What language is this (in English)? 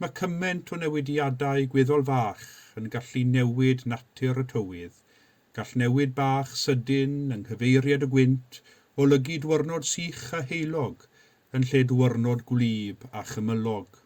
Welsh